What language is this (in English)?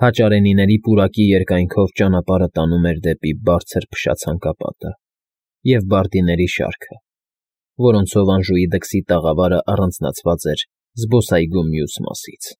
Armenian